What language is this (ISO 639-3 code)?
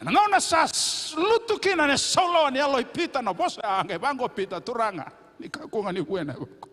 fij